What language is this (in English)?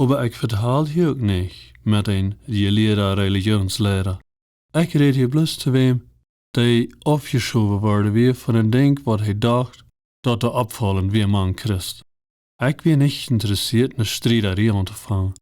Plautdietsch